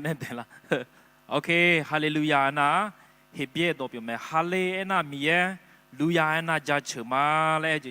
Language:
Akha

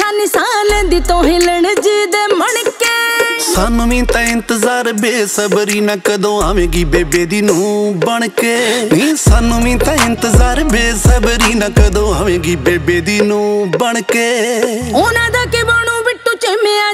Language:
Punjabi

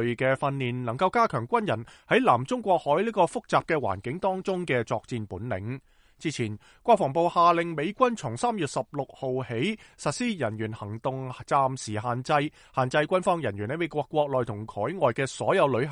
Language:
Cantonese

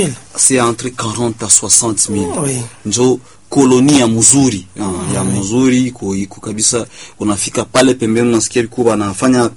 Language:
Swahili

